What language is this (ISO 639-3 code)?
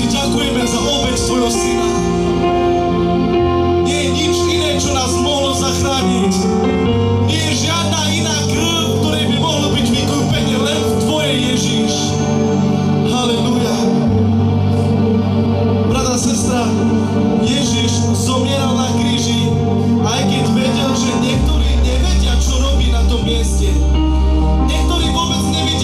slk